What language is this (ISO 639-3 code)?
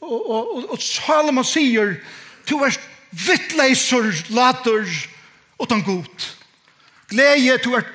fao